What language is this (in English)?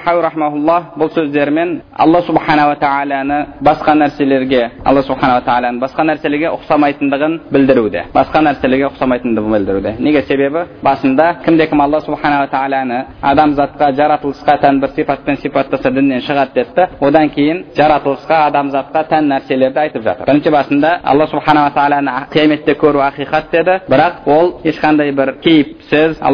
Kazakh